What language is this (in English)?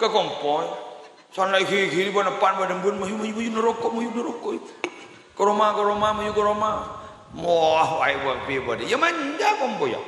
Madurese